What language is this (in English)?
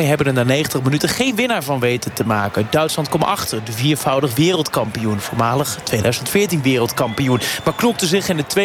Dutch